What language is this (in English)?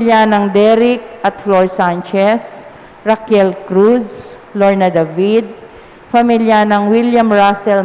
Pampanga